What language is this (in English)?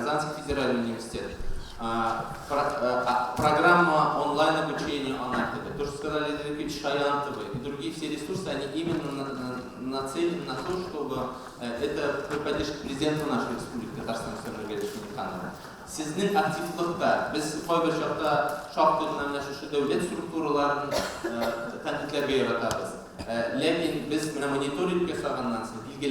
Tatar